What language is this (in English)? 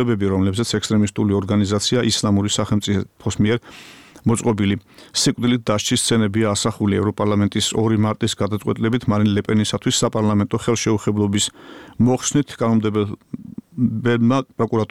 Georgian